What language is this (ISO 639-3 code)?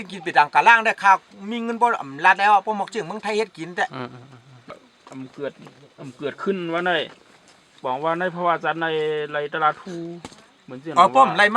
shn